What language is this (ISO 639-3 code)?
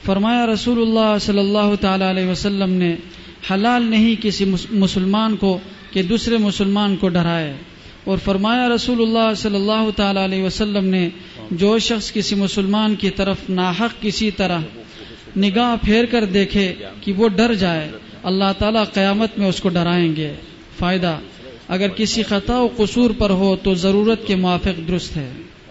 urd